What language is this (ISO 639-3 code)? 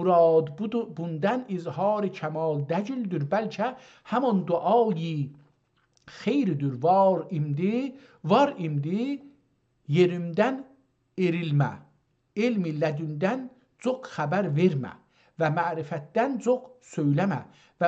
azb